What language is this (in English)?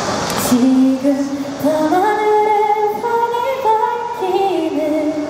Korean